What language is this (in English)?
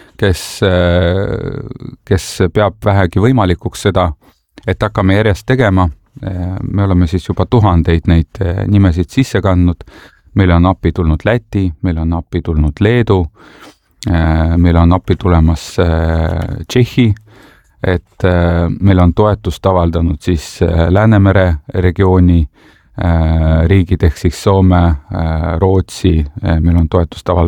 Estonian